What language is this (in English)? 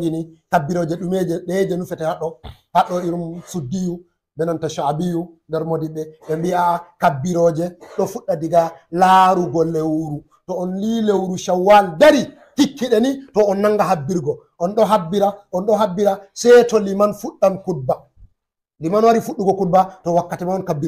Fula